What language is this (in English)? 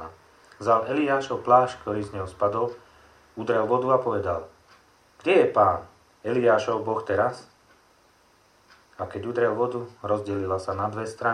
Slovak